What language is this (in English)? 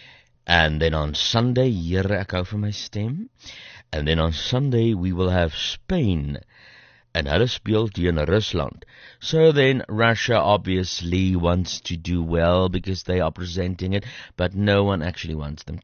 Afrikaans